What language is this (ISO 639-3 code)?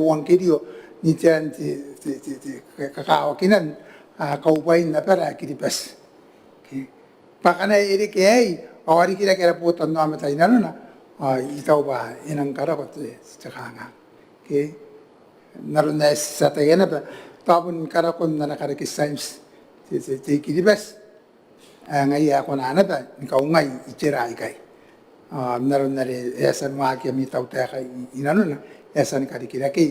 gil